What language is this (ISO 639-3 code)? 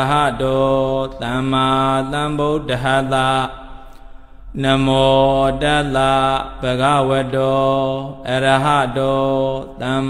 mya